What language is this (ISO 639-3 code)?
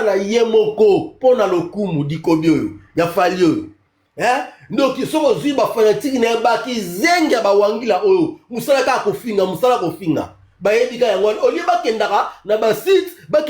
lin